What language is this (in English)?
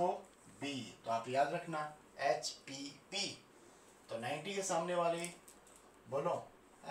Hindi